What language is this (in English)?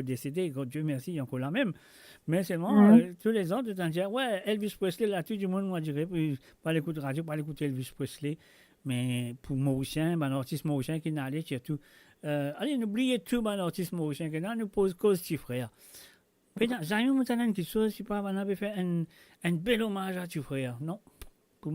Morisyen